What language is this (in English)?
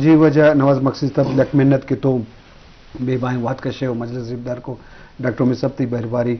Eastern Balochi